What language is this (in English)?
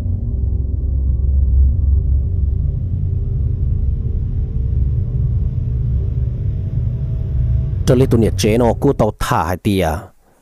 Vietnamese